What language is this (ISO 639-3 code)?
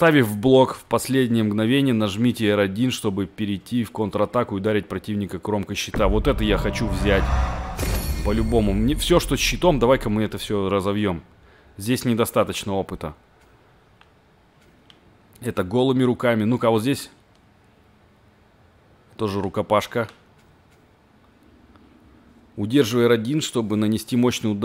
rus